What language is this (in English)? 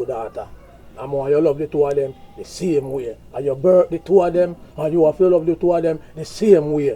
Jamaican Creole English